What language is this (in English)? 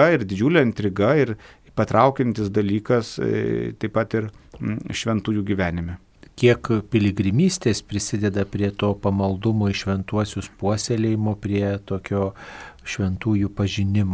Lithuanian